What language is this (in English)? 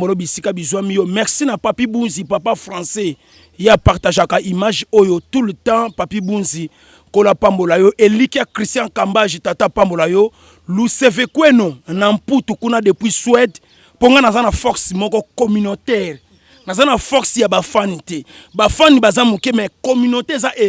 Lingala